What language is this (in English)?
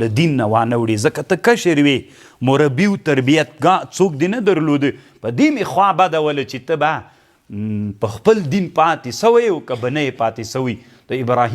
Pashto